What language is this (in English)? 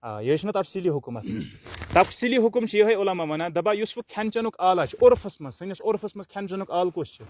Kashmiri